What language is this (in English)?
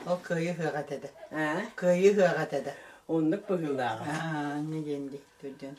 Yakut